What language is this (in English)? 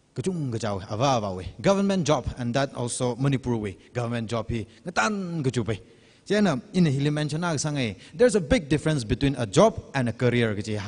Tangkhul Naga (India)